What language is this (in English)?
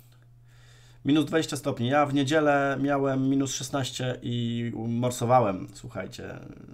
Polish